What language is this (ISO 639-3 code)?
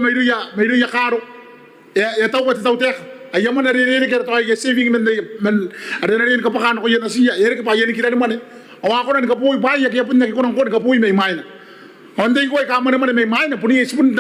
gil